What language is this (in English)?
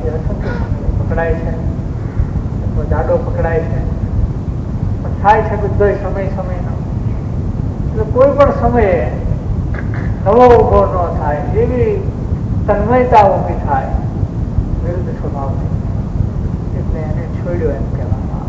Gujarati